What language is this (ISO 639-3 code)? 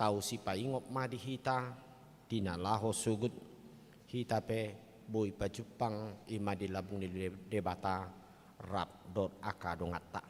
bbc